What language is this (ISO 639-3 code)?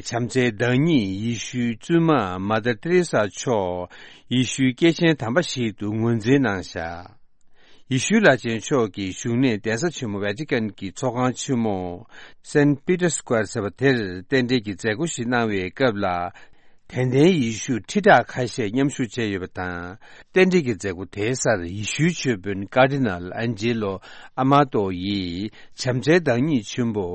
bod